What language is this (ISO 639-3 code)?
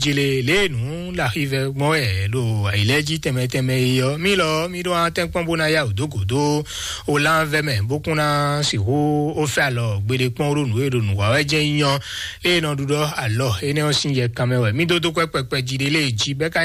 fon